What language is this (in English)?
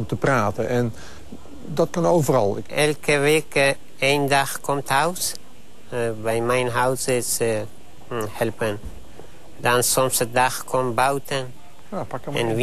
Dutch